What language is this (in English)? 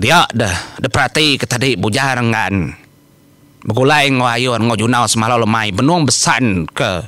Iban